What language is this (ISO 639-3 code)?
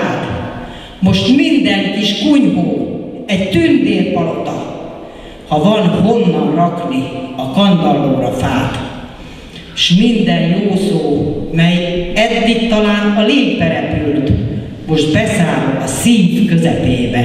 hun